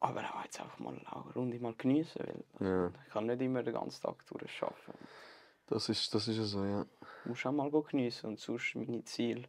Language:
Swiss German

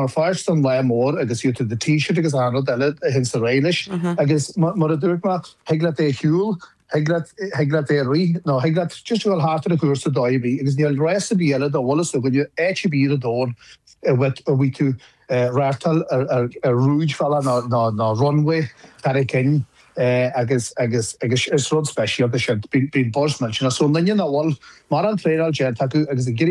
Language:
Irish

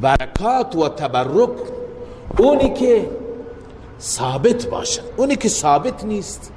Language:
Persian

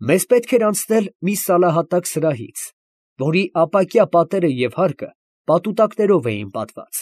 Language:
Armenian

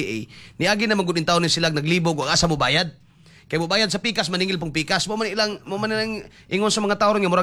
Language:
Cebuano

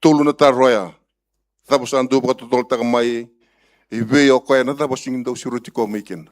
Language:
Fijian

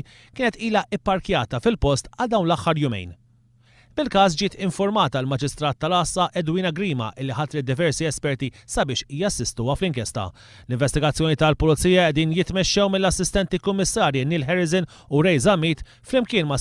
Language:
Maltese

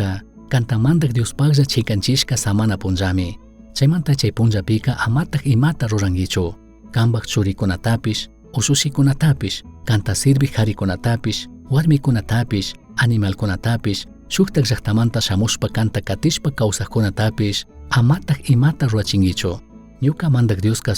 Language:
Chimborazo Highland Quichua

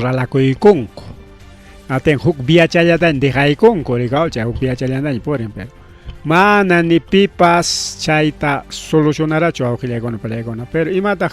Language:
Ayacucho Quechua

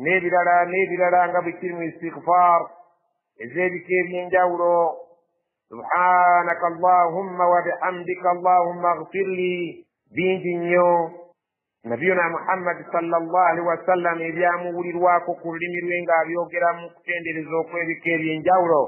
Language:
Ganda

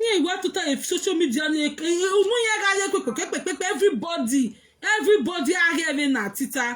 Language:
Nigerian Pidgin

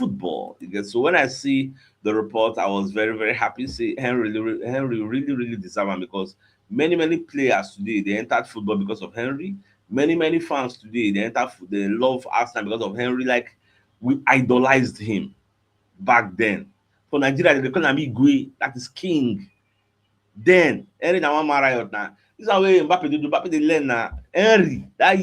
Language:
Nigerian Pidgin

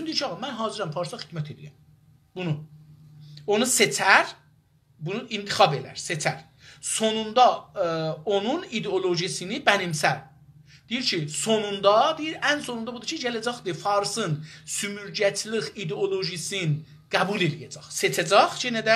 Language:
South Azerbaijani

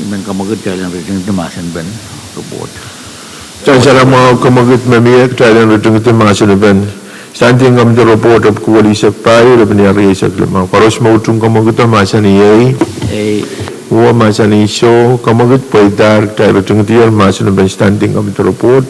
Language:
Pohnpeian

